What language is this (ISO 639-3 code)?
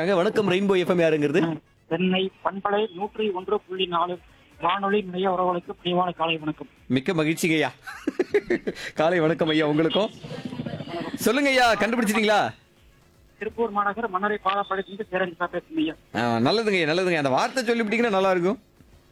tam